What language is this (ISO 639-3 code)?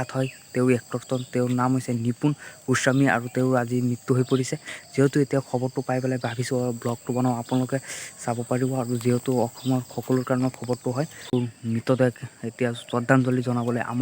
asm